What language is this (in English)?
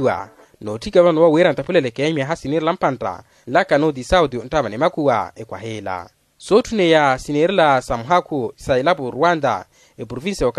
Makhuwa